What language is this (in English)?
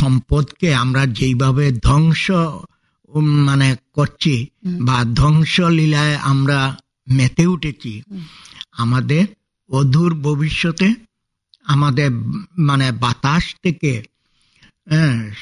Bangla